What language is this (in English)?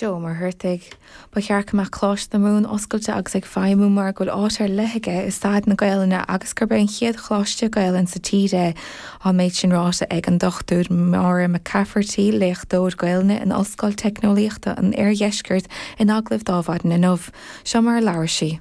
Irish